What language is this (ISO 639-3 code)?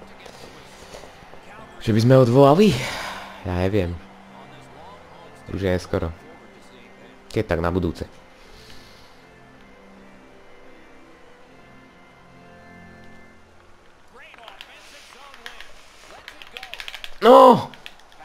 slk